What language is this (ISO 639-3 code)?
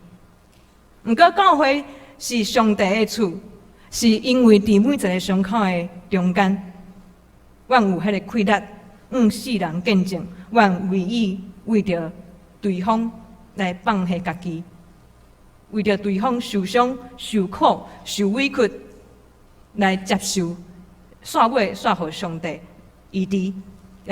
nan